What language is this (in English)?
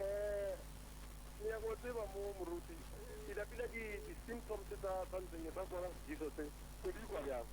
Northern Sotho